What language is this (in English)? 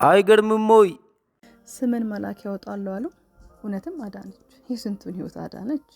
Amharic